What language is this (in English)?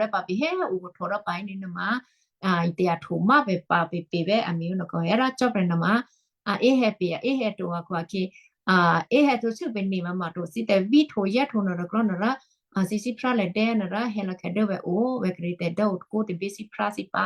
Western Kayah